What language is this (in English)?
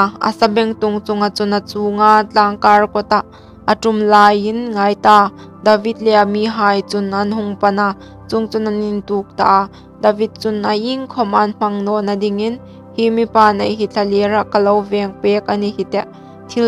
Hmar